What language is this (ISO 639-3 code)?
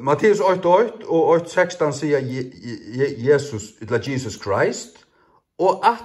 fao